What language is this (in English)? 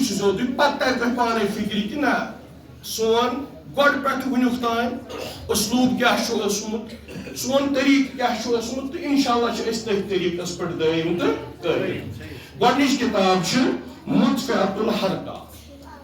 Kashmiri